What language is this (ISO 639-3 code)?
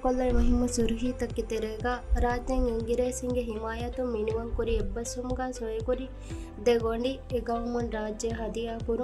div